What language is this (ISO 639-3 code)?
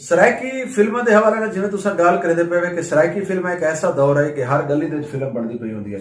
skr